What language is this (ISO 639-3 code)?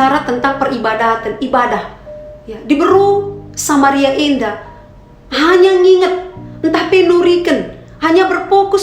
btx